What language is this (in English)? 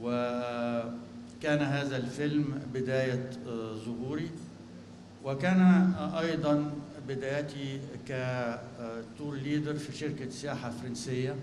North Levantine Arabic